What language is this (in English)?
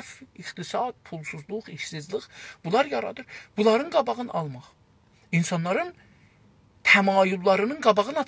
South Azerbaijani